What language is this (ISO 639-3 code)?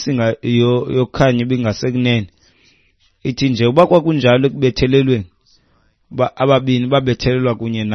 xho